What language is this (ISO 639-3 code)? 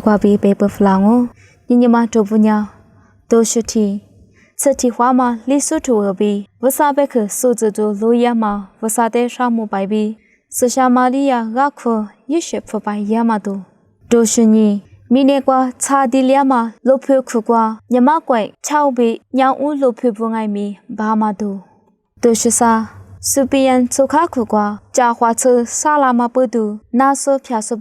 lis